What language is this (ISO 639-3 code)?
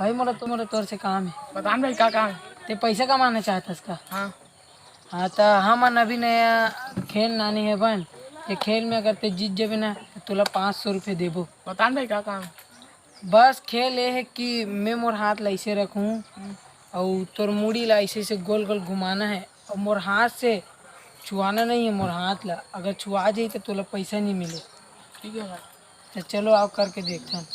hne